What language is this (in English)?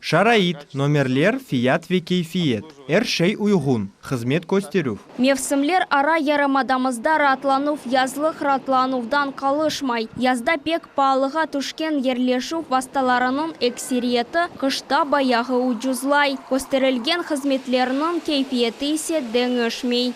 Crimean Tatar